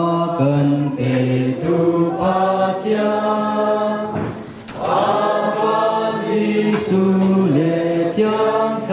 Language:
Hakha Chin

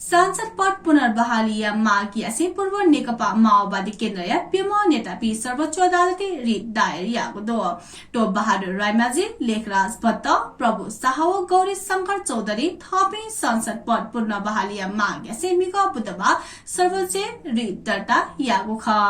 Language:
Newari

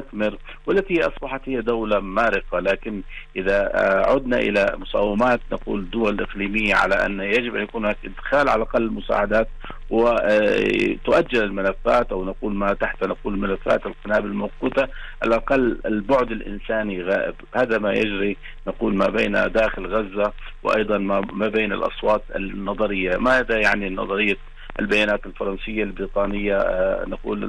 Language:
Arabic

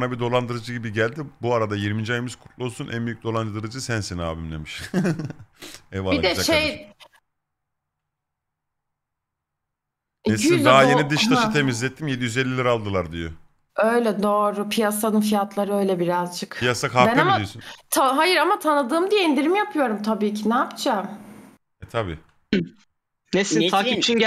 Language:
Turkish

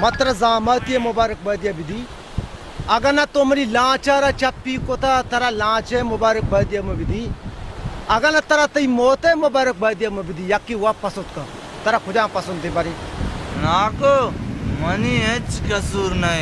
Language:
Baluchi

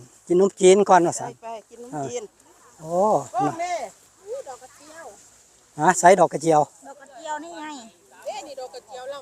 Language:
Northeastern Thai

